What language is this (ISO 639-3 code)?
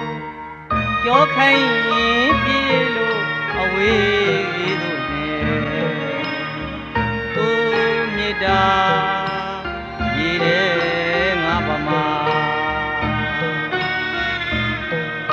mya